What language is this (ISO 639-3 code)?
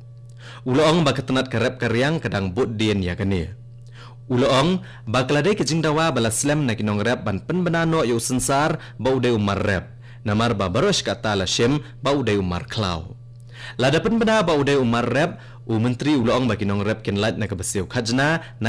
kha